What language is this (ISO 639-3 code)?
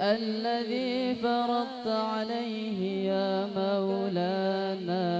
mad